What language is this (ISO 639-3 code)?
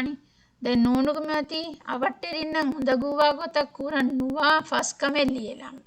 div